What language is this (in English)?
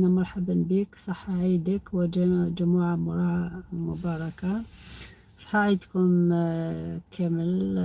Algerian Arabic